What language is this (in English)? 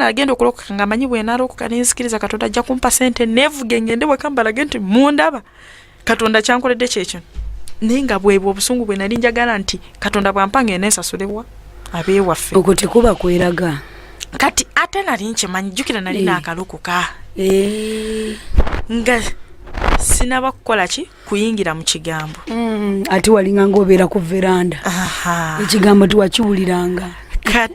Ganda